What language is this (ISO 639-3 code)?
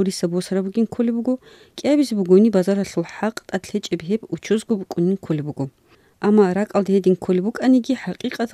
ava